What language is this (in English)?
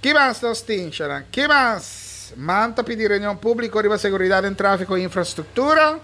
Papiamento